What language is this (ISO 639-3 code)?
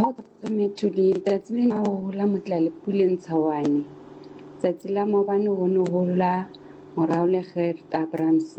sot